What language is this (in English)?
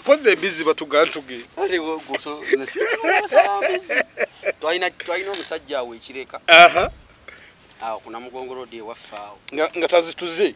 Ganda